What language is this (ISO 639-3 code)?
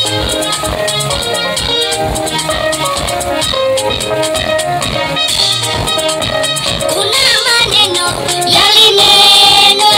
swa